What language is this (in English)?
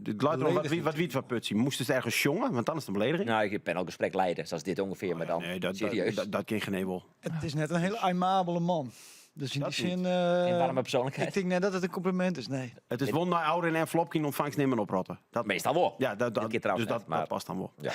Western Frisian